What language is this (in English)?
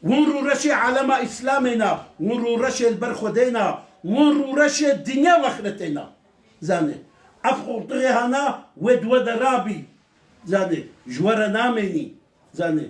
Kurdish